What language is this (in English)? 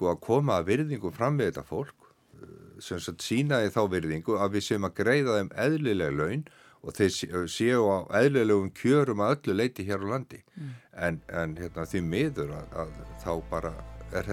Icelandic